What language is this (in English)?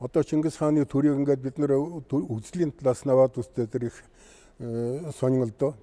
Mongolian